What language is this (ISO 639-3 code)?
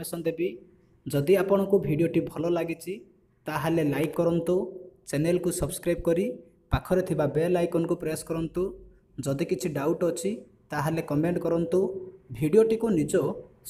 ori